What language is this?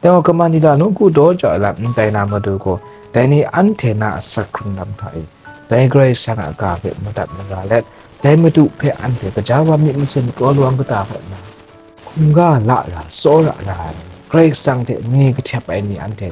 Kachin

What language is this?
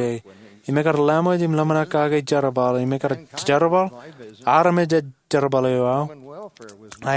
Marshallese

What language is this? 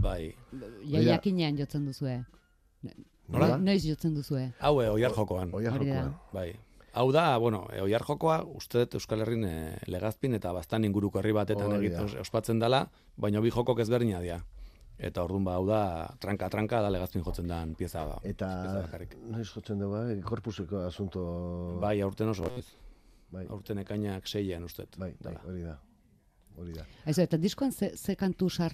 Basque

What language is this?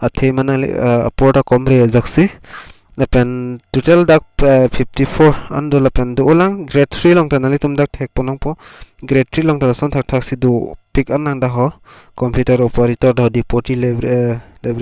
Karbi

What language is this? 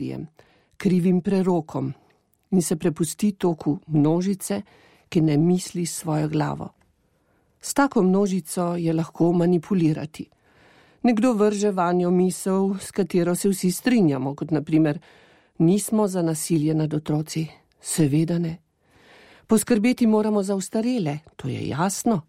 Slovenian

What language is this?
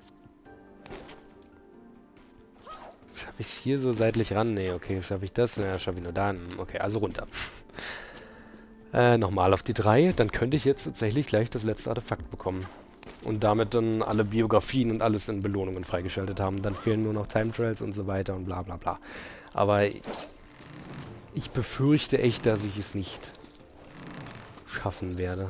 German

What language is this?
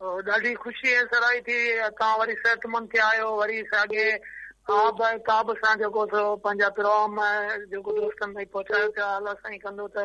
Sindhi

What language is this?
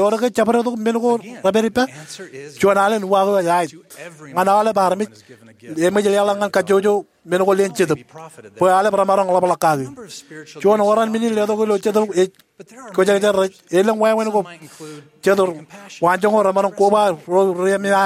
Marshallese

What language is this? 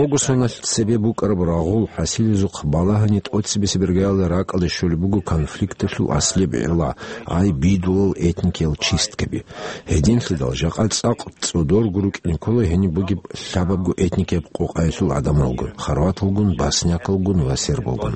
Avaric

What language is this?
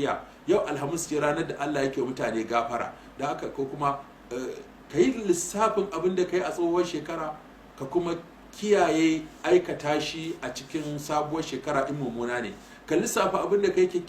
Hausa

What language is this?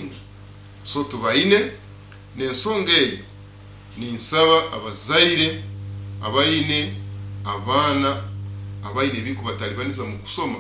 Nyoro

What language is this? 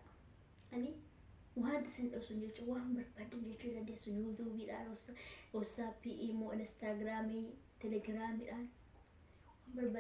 Oromo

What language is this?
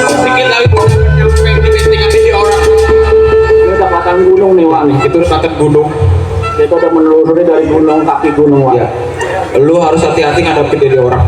Betawi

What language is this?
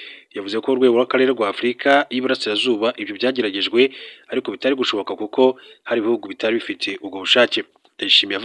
Kinyarwanda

